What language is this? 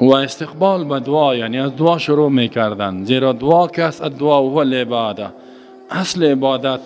Persian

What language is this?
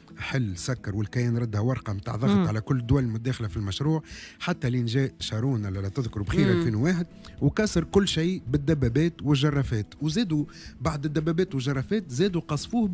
Tunisian Arabic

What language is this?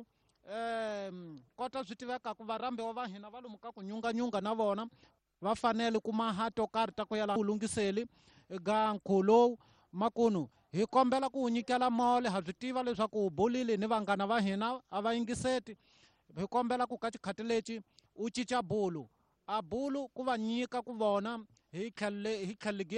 Tsonga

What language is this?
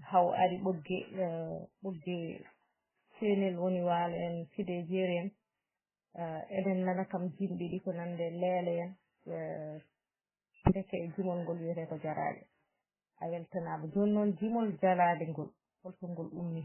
Fula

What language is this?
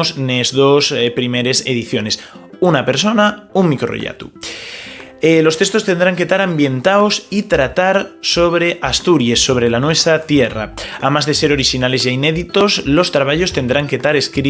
Asturian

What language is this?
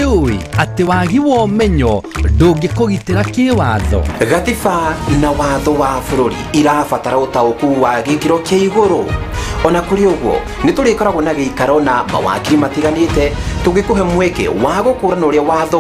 Kikuyu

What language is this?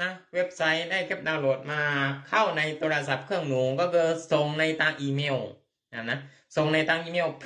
Thai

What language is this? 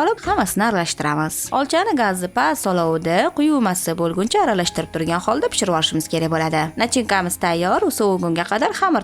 Uzbek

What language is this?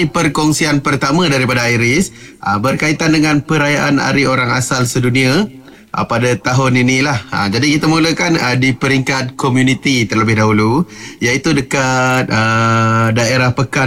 Malay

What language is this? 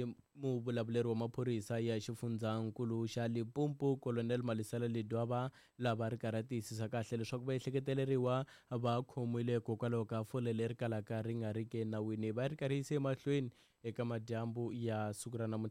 Tsonga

